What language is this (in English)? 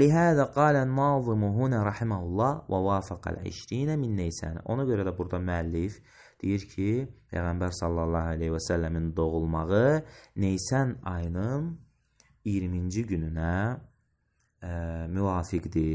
Azerbaijani